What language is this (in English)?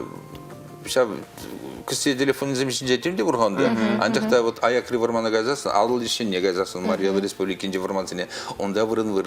Chuvash